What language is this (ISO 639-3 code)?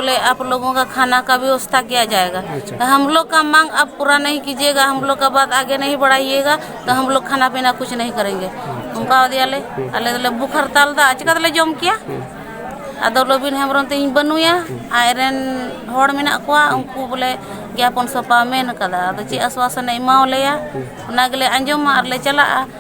sat